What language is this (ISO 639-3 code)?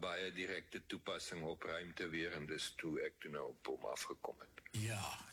afr